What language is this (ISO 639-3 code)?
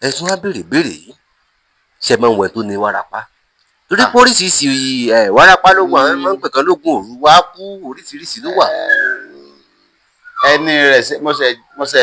yor